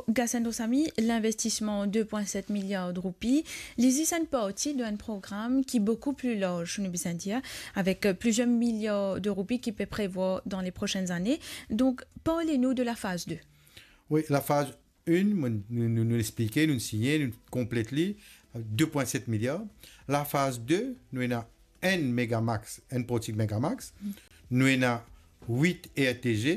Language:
Morisyen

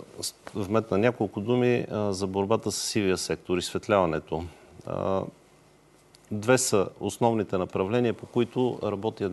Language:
Bulgarian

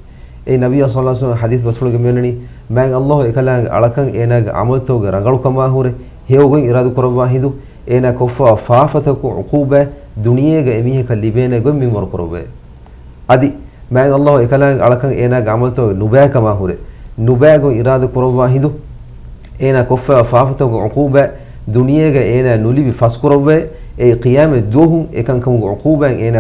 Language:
Divehi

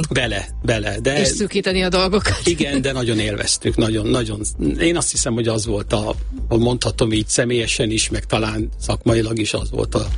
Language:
Hungarian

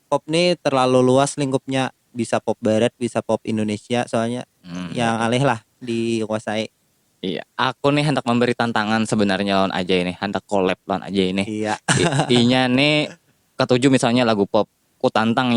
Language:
Banjar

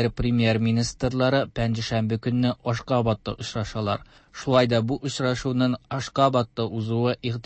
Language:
Tatar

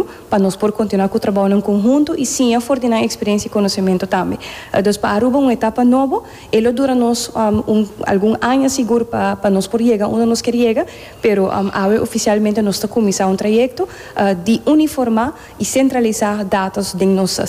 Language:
Papiamento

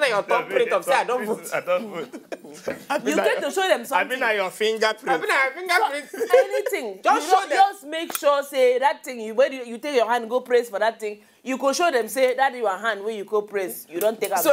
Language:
Nigerian Pidgin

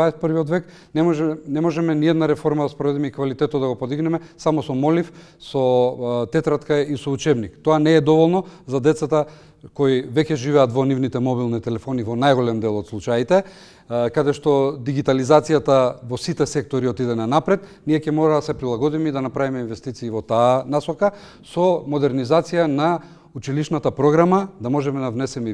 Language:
Macedonian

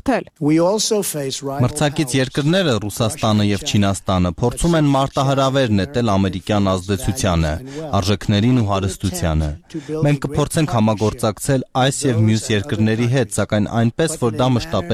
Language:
Armenian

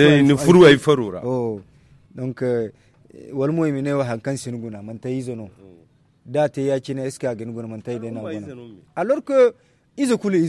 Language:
Zarma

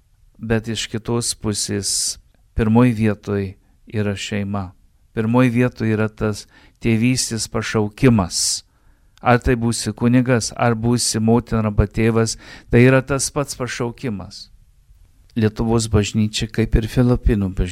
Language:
Lithuanian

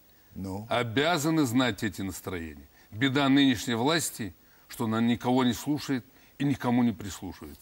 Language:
Russian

